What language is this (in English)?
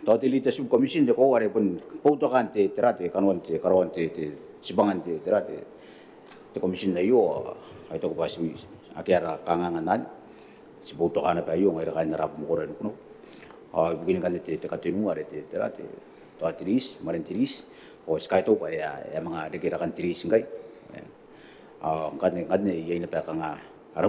Gilbertese